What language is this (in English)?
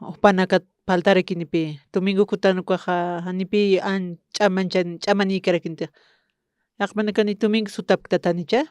Aymara